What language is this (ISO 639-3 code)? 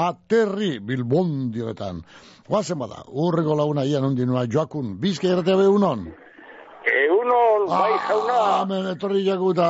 eus